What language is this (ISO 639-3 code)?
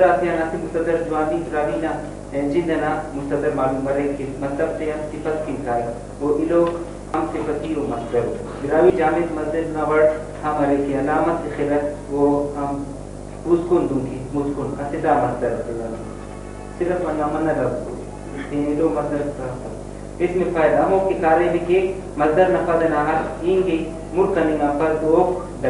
brh